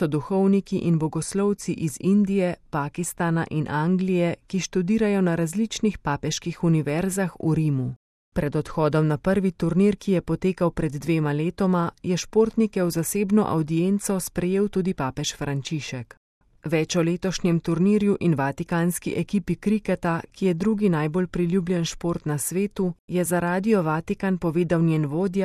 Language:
Slovenian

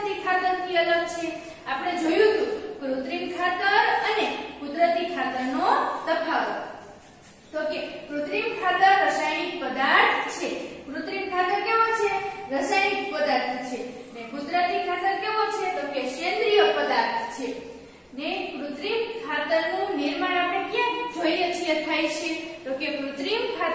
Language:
Gujarati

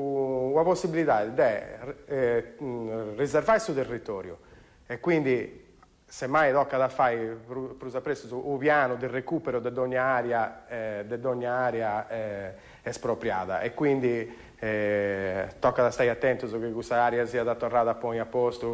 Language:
Sardinian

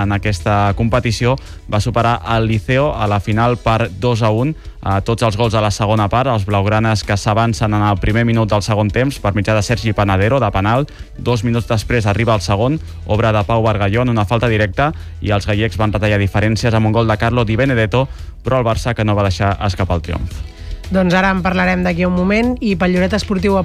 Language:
Catalan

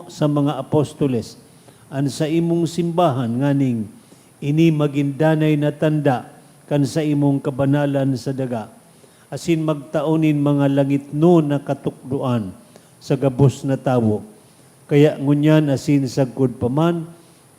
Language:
Bikol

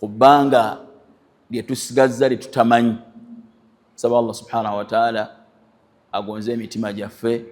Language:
Ganda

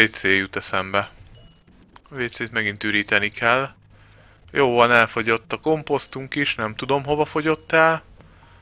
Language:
Hungarian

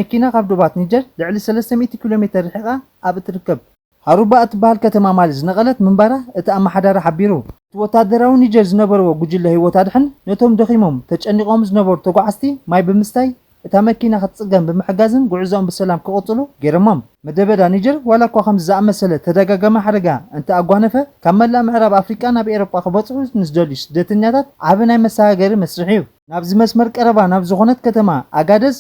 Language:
Tigrinya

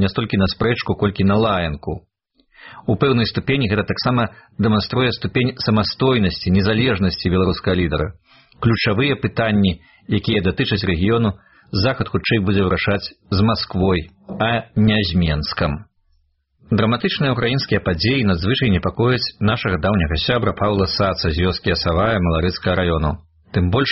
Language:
Belarusian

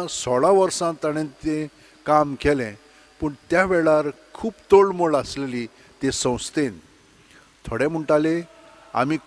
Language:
Konkani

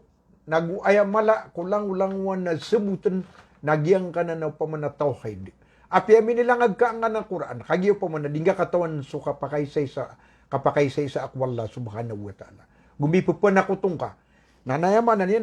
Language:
Maranao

